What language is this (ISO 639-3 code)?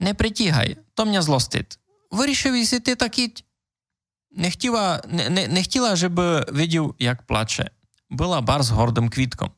rue